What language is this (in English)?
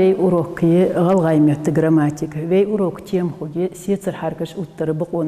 Ingush